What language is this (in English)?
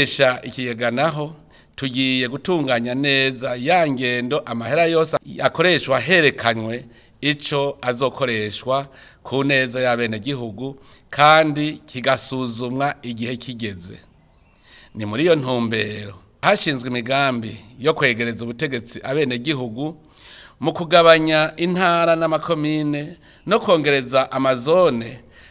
Rundi